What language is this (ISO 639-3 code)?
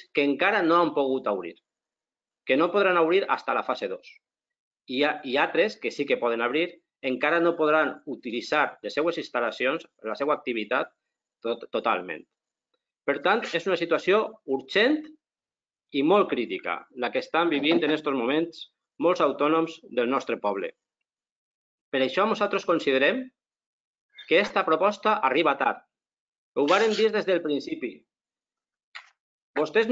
cat